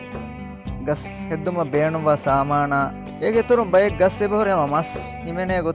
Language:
Divehi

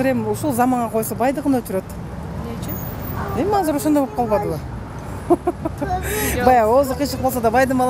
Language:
Kyrgyz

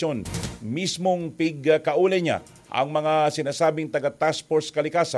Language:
Bikol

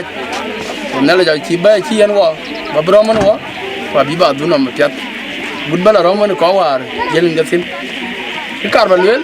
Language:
Dinka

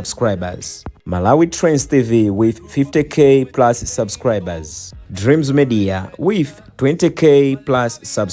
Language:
Nyanja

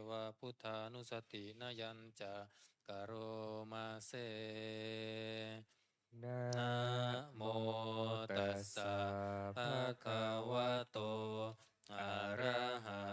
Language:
Pali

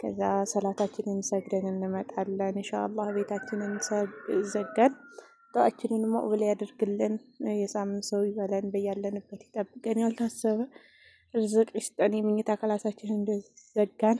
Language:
Amharic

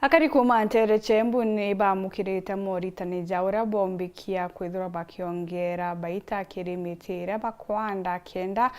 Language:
Meru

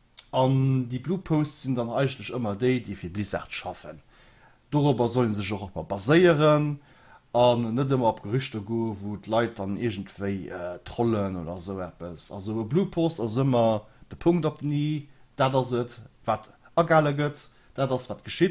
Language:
Luxembourgish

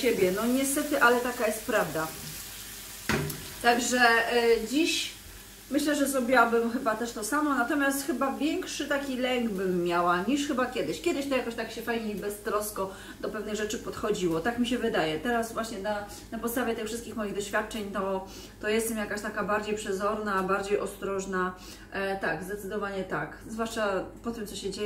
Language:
Polish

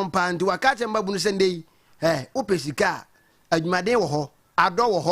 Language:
Akan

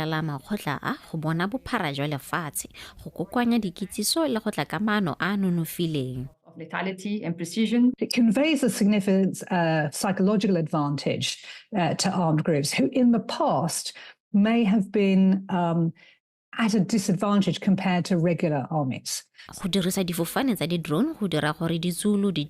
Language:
Tswana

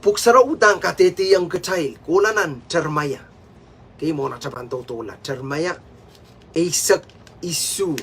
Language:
Pohnpeian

